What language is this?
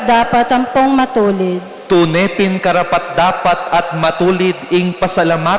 Pampanga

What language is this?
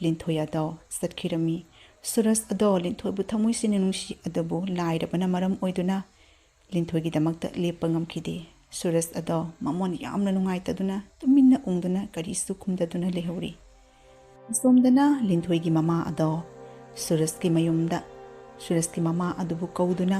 Manipuri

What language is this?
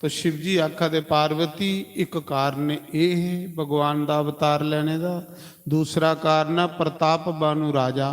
Dogri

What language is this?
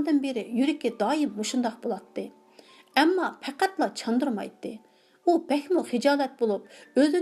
Uyghur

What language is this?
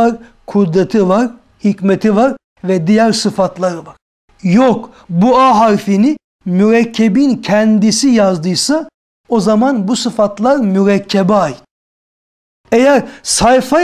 Turkish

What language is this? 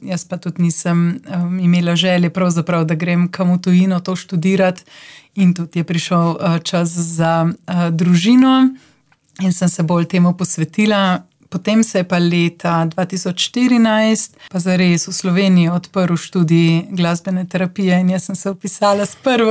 Slovenian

